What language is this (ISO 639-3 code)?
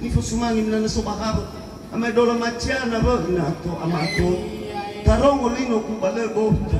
nia